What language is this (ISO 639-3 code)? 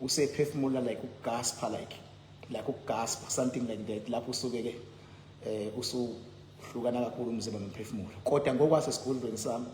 zul